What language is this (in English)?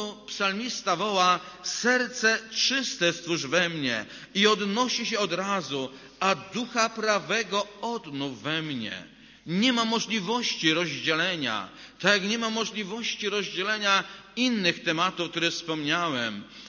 Polish